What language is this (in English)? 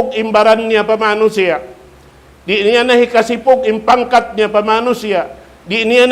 Tausug